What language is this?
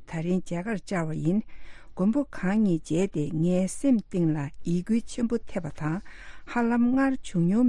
Tibetan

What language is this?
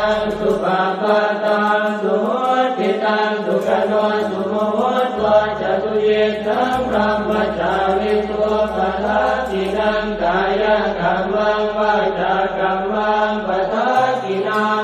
Pali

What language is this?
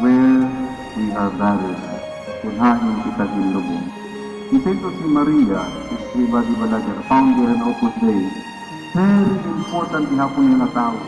Waray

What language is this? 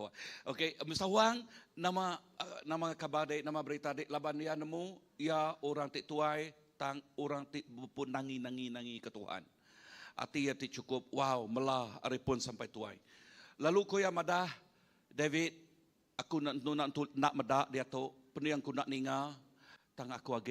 Iban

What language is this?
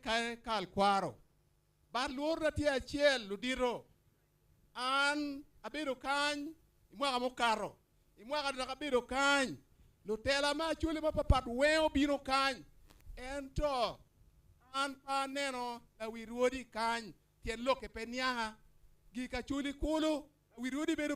Acoli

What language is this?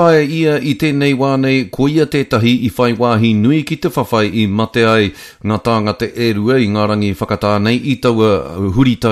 Māori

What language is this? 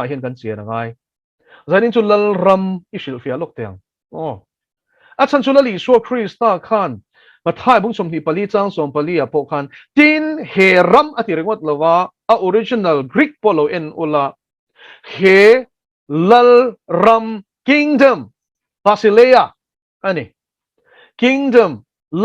Mizo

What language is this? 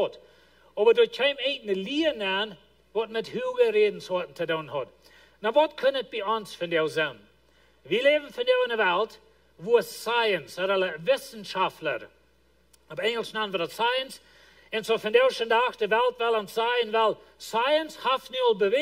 Plautdietsch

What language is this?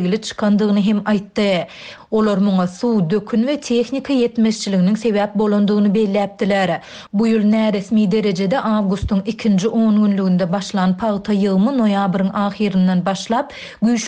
Turkmen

